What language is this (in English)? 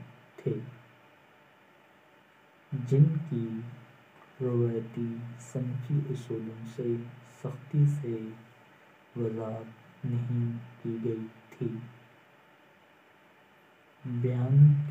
Urdu